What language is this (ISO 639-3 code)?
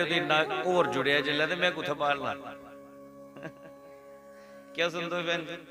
doi